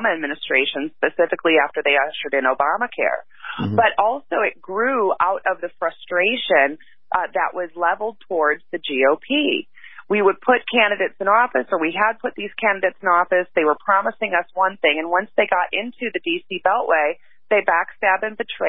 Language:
English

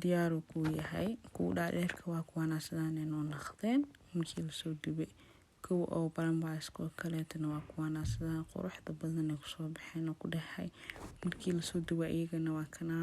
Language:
Somali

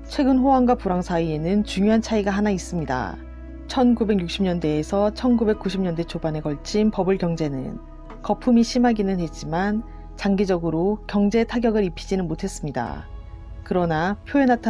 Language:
Korean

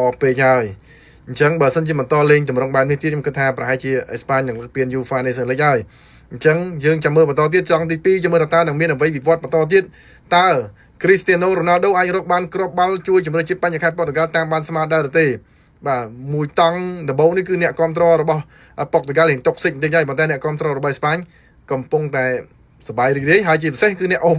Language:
Khmer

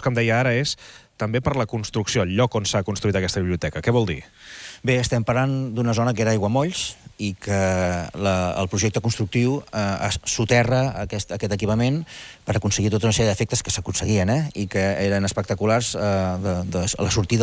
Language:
Catalan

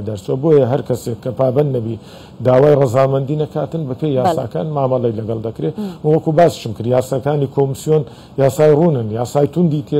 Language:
Central Kurdish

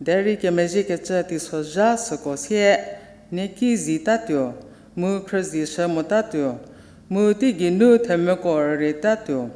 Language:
Angami Naga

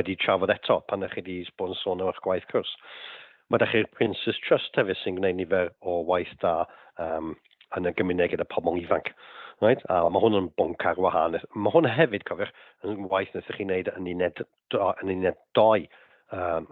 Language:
Welsh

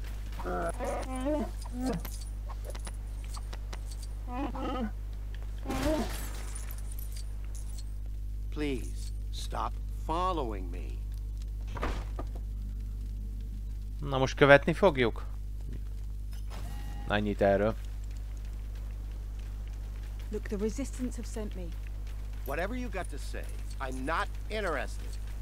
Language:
Hungarian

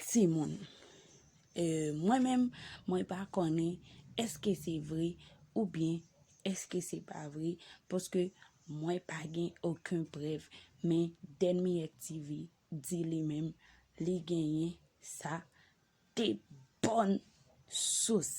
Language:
Haitian Creole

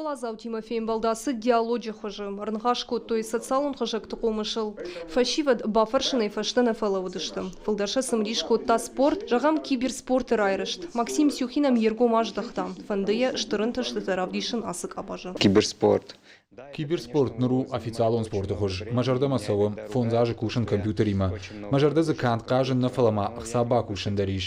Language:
Ossetic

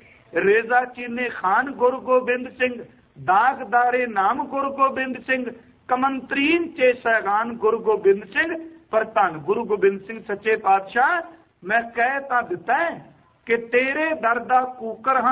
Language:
Punjabi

